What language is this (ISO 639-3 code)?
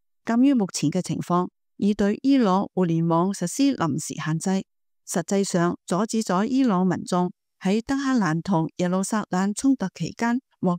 yue